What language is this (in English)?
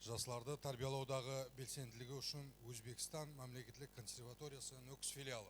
Kara-Kalpak